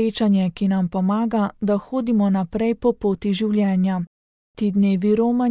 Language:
Slovenian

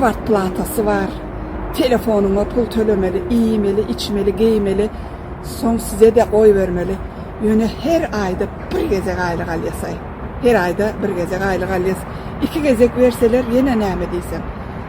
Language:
Turkmen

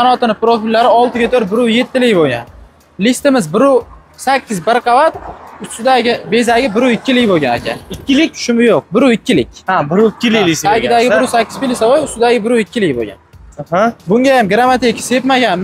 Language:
Uzbek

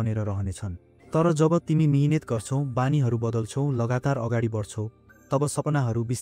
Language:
Nepali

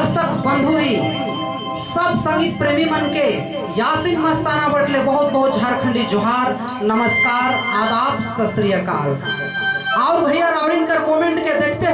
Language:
Sadri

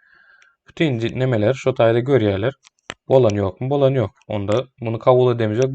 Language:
Turkmen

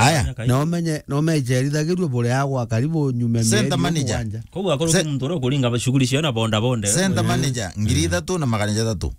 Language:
Meru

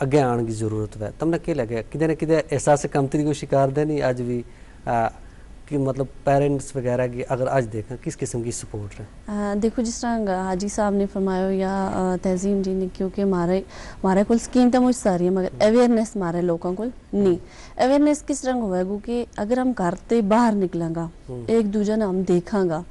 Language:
Gujari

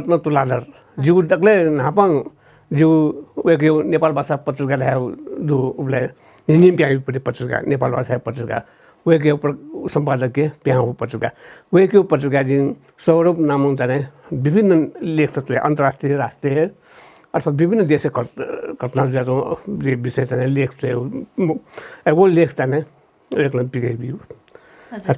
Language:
Newari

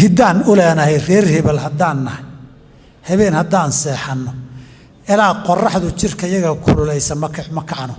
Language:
Somali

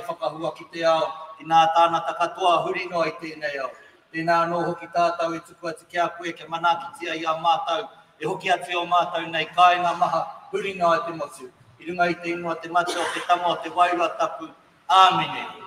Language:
Māori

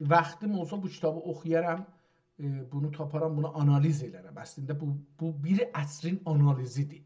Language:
South Azerbaijani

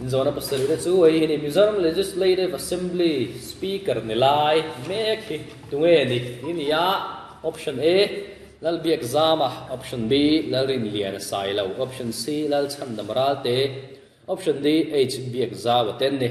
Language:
Mizo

